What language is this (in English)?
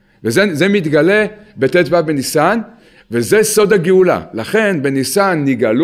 Hebrew